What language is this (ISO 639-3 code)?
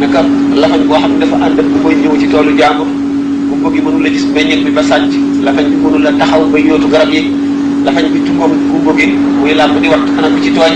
wol